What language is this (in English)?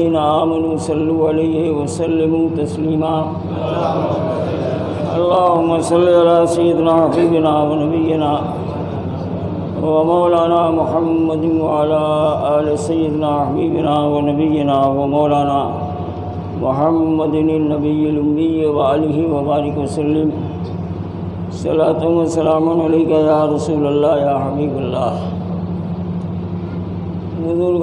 Urdu